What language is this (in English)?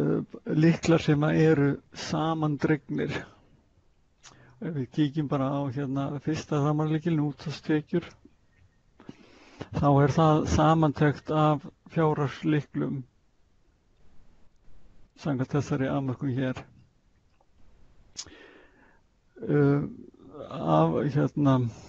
Icelandic